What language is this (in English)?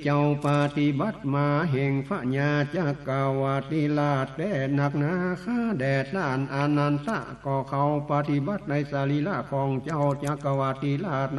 Northern Thai